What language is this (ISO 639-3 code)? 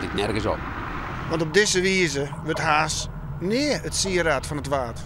fry